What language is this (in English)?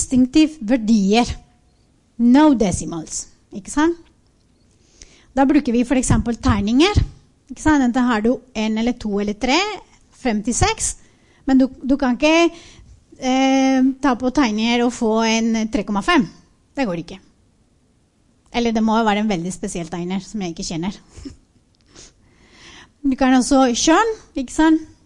Norwegian